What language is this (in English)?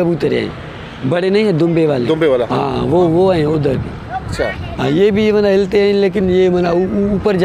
Eastern Balochi